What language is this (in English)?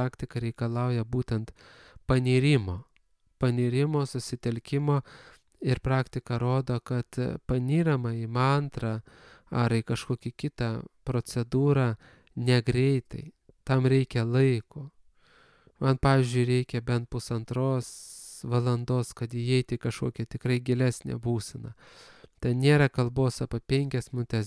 Lithuanian